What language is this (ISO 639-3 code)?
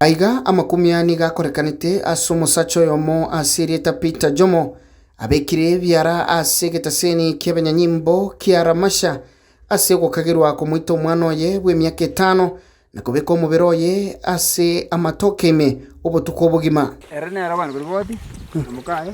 guz